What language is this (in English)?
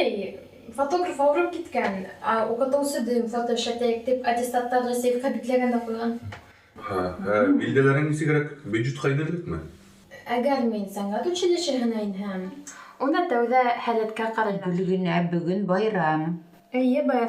Bashkir